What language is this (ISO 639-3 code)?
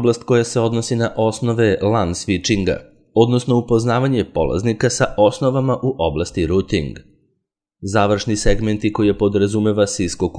srp